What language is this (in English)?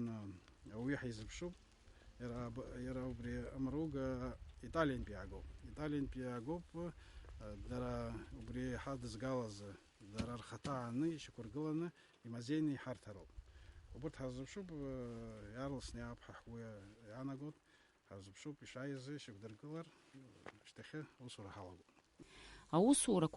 Abkhazian